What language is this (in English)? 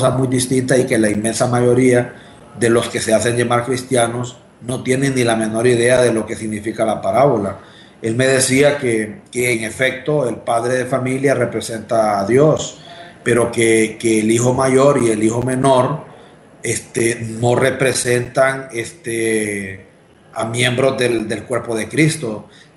Spanish